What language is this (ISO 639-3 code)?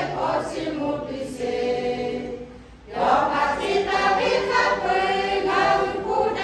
lhu